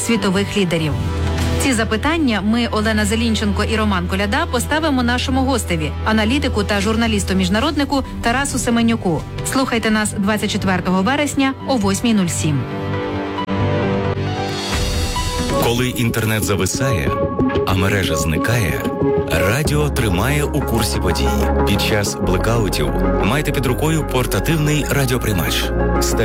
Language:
Ukrainian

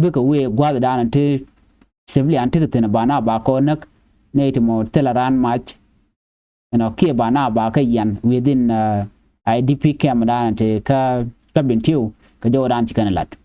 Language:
Nuer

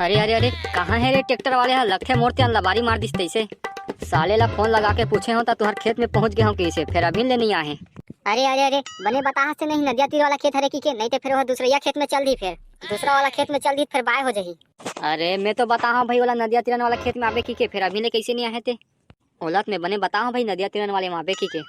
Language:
Chhattisgarhi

